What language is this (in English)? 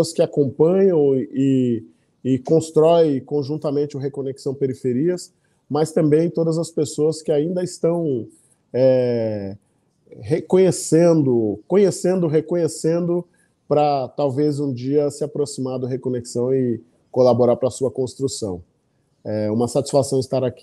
Portuguese